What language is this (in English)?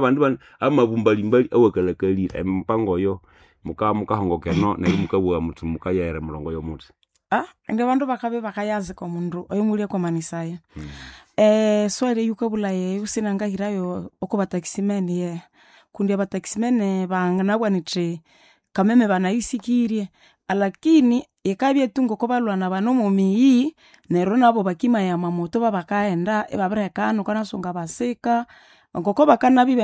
Nande